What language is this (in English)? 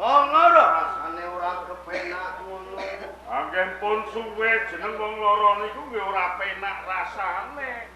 Javanese